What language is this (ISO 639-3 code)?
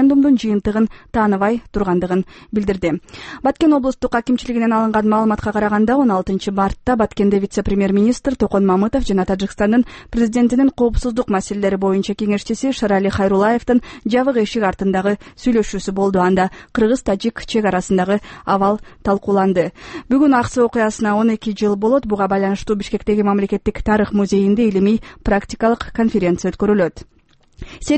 kir